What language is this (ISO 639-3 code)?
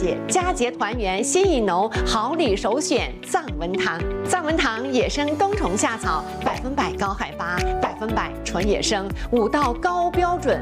zho